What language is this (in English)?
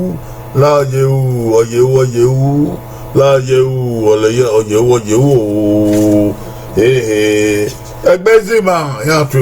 Bini